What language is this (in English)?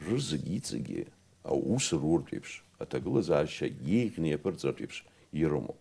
Abkhazian